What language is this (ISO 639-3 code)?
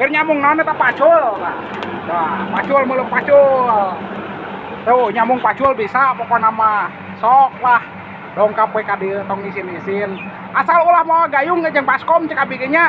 sun